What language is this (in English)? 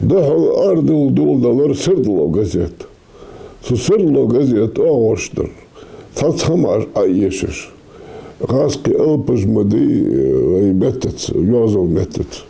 Ingush